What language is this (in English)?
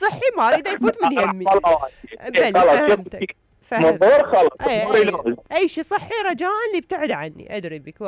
Mesopotamian Arabic